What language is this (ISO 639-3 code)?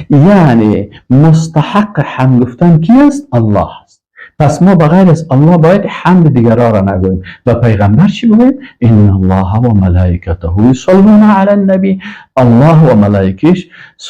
fas